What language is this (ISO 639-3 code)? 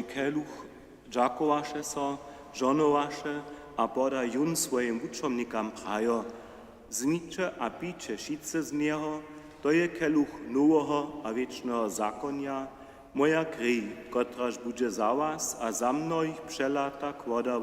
hsb